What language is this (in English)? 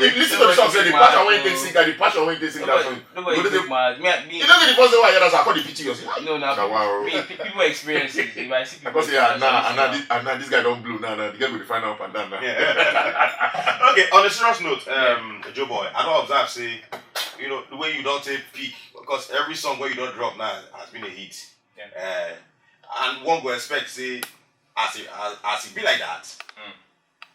Nigerian Pidgin